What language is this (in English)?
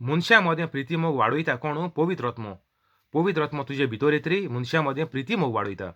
Konkani